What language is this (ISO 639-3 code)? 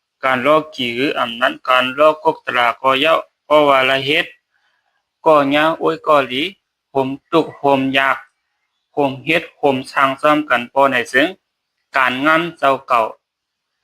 shn